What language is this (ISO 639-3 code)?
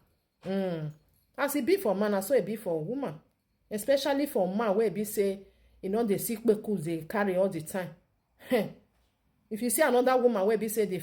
pcm